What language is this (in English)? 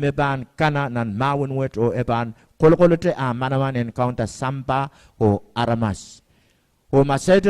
Pohnpeian